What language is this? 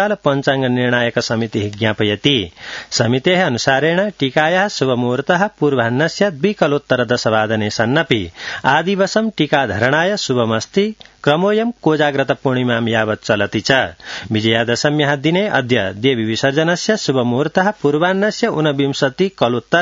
Sanskrit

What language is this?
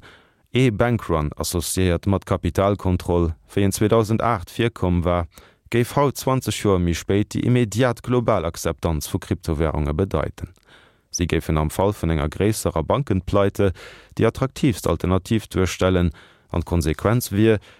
Luxembourgish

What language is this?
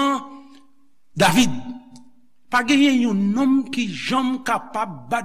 Haitian Creole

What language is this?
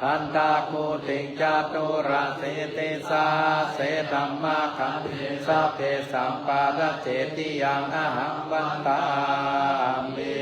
Pali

